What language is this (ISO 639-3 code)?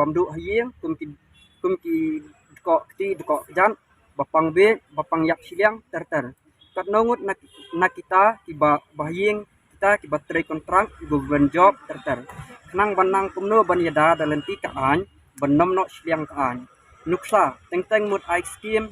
kha